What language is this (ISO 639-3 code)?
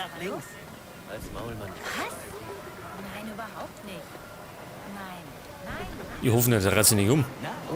bar